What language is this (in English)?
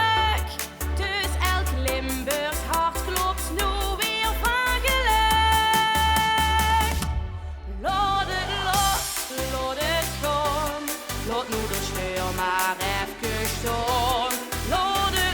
Limburgish